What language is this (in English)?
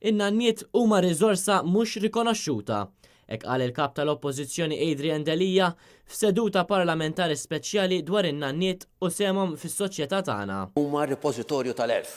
Maltese